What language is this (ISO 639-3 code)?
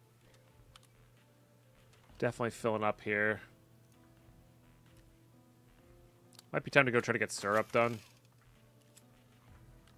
eng